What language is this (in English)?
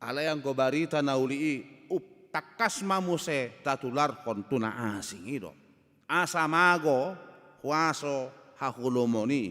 Batak Toba